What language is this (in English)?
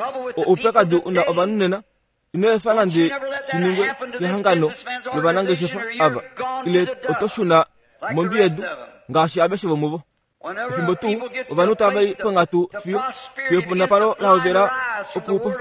Kuanyama